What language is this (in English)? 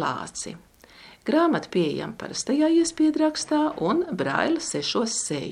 Latvian